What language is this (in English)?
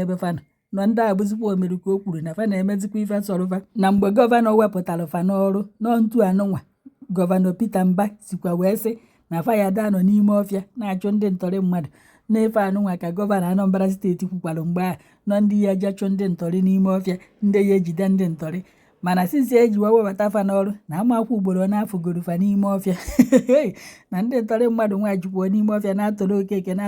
Igbo